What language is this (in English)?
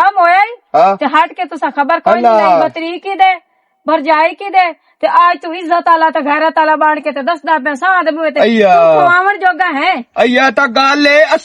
Western Panjabi